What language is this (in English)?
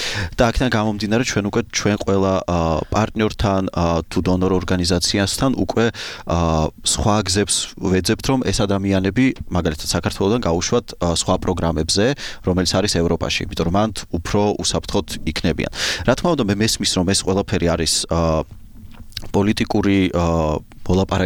Georgian